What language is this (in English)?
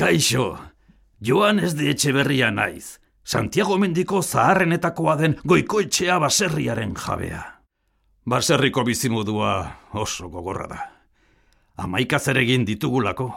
Basque